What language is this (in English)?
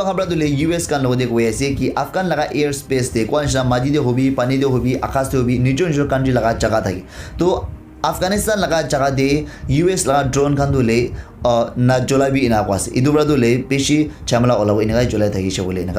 Naga Pidgin